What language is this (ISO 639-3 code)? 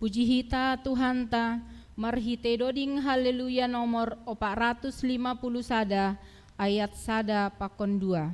bts